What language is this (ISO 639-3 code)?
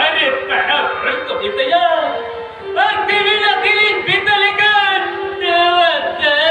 sat